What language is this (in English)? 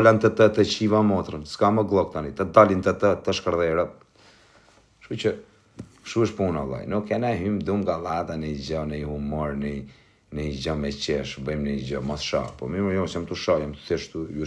Albanian